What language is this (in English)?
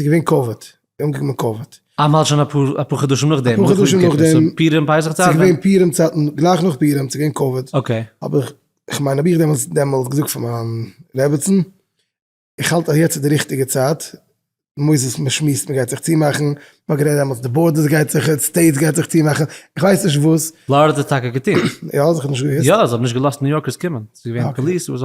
Yiddish